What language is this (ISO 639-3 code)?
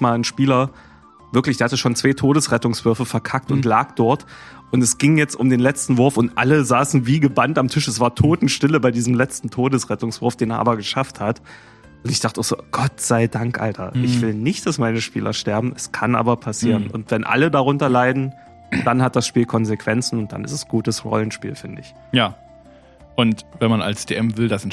deu